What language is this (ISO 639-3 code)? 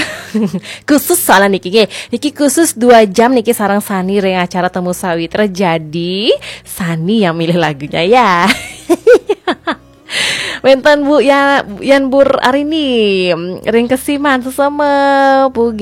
ban